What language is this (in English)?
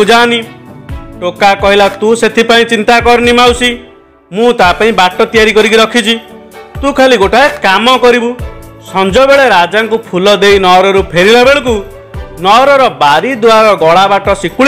Odia